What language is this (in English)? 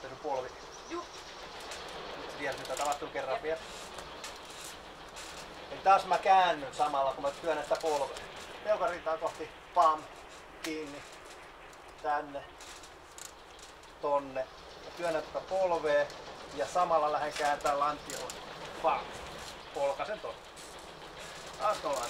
Finnish